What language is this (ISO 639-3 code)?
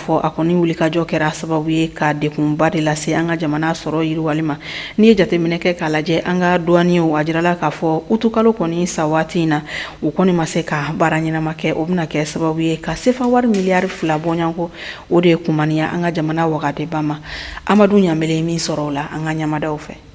bam